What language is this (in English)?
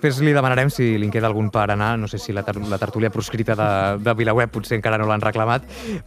Catalan